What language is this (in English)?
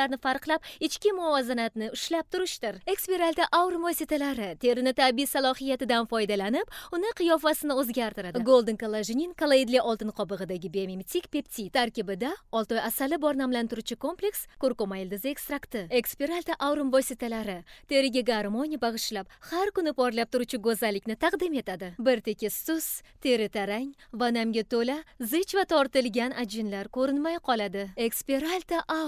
Uzbek